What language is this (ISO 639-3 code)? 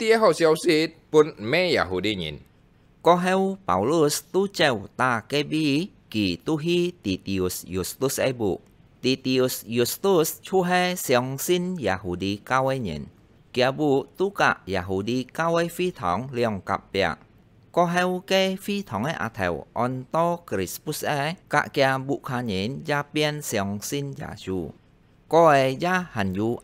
hak